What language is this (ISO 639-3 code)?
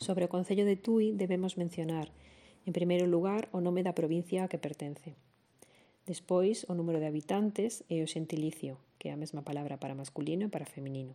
glg